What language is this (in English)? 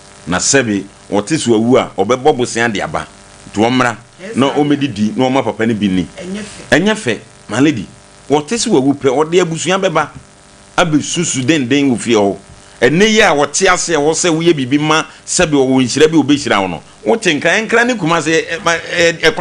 Akan